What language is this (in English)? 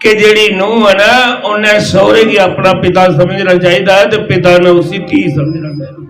Dogri